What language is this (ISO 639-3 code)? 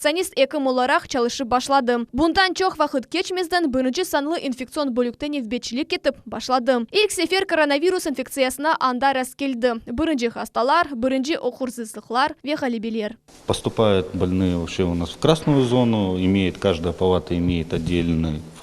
crh